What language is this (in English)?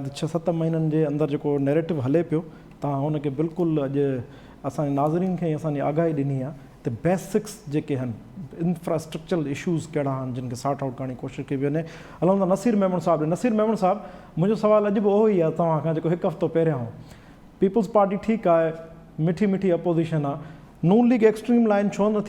Sindhi